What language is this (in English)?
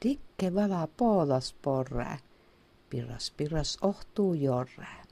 Inari Sami